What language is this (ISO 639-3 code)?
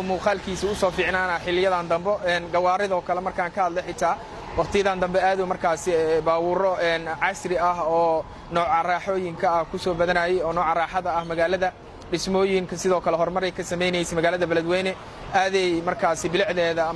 som